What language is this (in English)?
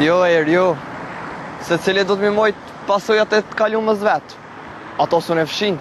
Albanian